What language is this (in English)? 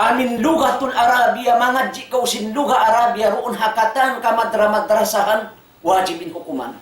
Tausug